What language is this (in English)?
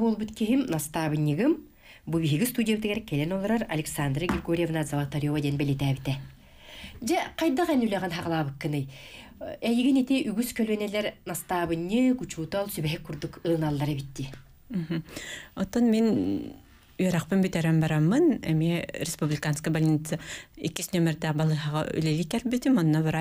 Yakut